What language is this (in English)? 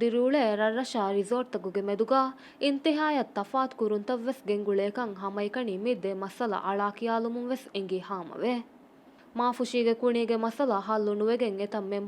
Divehi